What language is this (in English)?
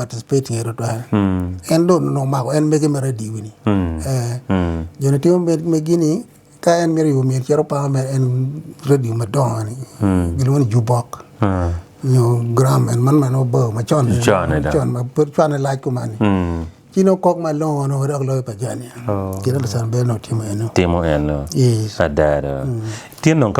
Acoli